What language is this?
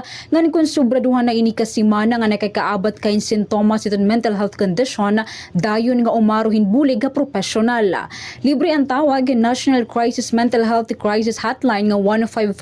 Waray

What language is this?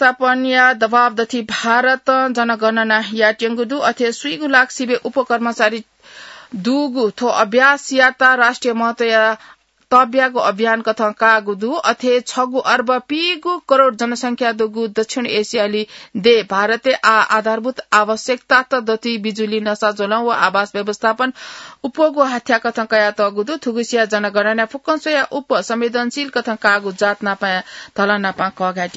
Newari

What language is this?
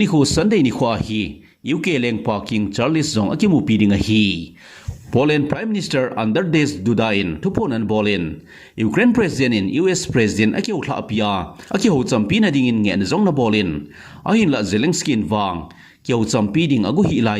Thado Chin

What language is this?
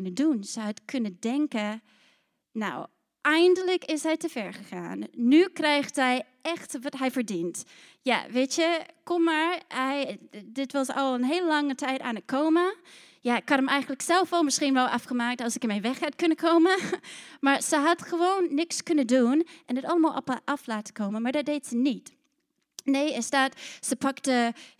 Dutch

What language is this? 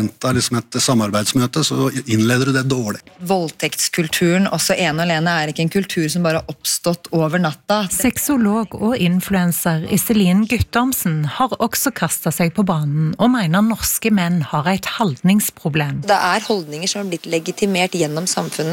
Norwegian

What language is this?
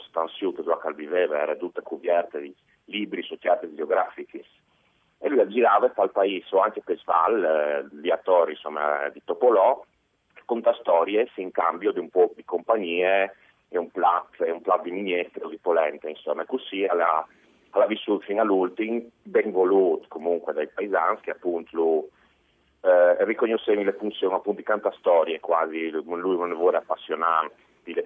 Friulian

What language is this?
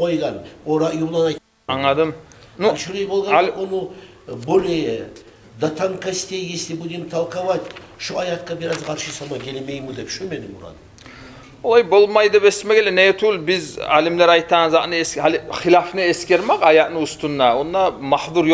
Kumyk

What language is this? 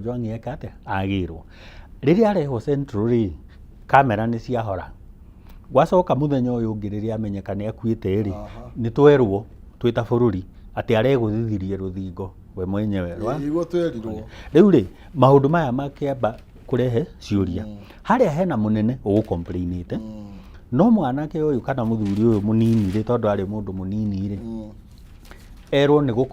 Kikuyu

